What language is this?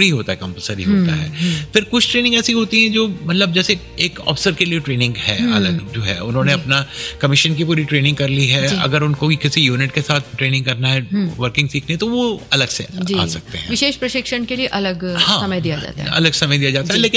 Hindi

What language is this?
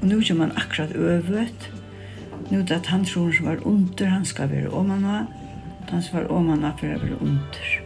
Faroese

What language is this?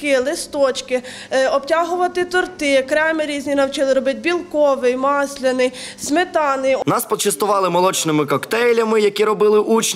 Ukrainian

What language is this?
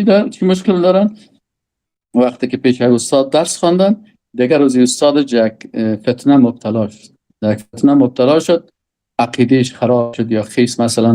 Persian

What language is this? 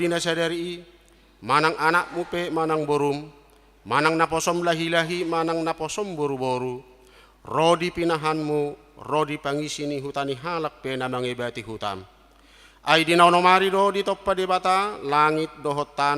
Batak Toba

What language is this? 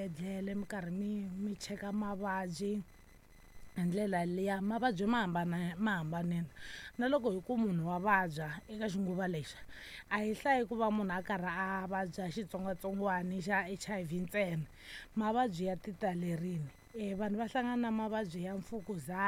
Tsonga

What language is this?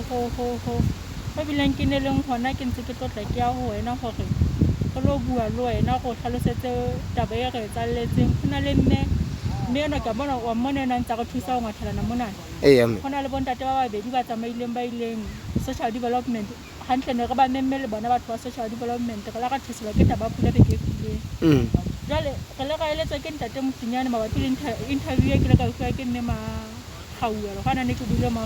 Southern Sotho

